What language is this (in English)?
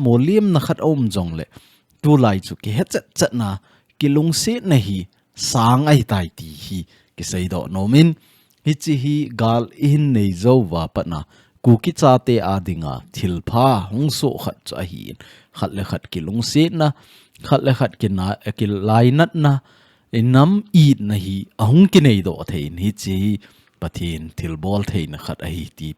Thado Chin